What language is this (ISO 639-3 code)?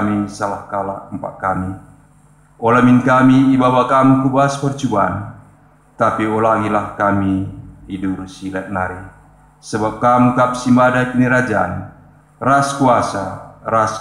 btx